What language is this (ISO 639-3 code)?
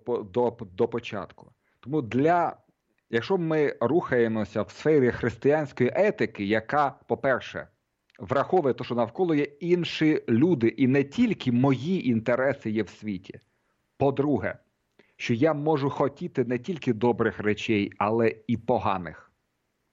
ukr